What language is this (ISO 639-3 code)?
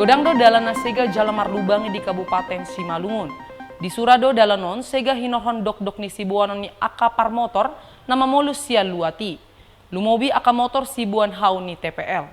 bbc